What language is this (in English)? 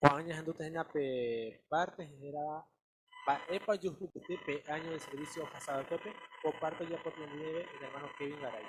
Guarani